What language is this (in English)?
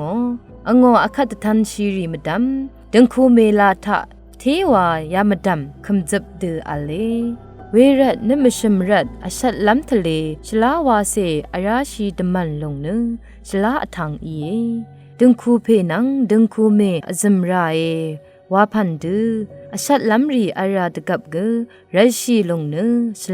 Rawang